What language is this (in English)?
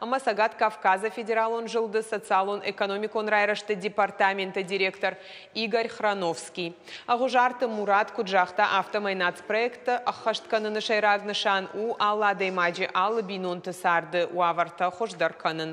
Ossetic